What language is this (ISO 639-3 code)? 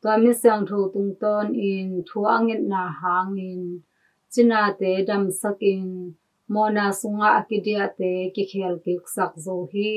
ctd